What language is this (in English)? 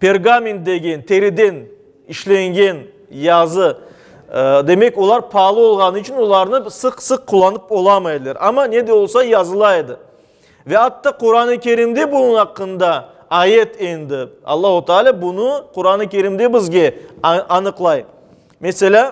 Crimean Tatar